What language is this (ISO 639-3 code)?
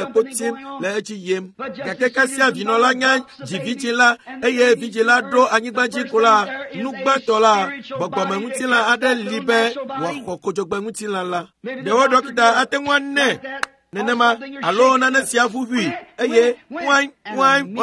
ewe